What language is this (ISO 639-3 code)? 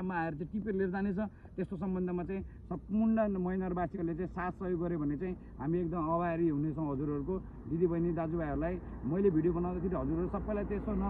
nep